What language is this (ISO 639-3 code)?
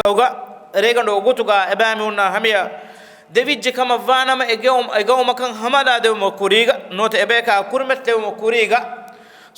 div